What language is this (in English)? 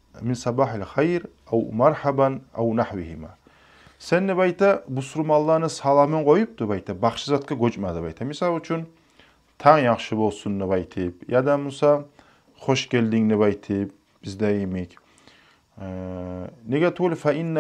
Kumyk